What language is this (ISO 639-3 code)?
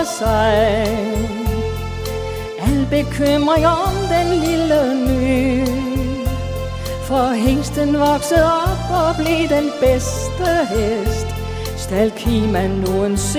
dan